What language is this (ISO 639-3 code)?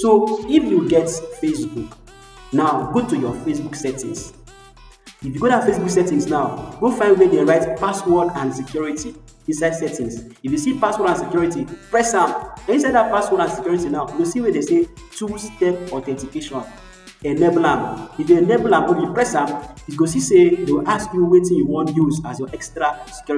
pcm